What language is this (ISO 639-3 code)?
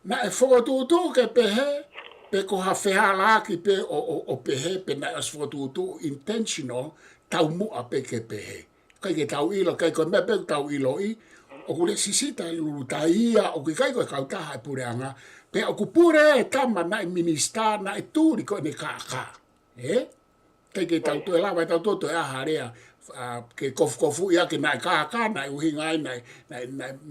ton